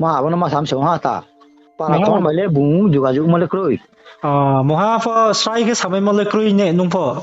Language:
Riang (India)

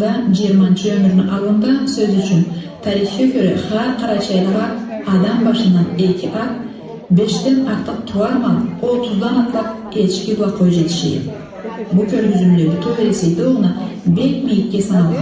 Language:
Karachay-Balkar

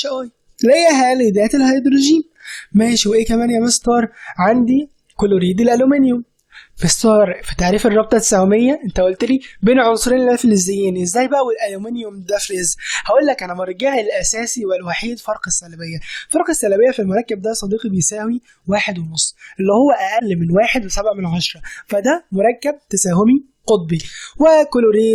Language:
Egyptian Arabic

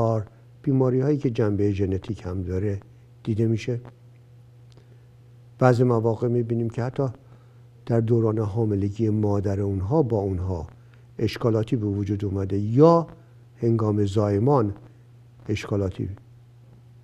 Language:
Persian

